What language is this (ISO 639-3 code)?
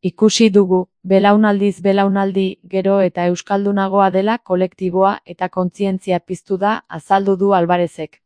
eus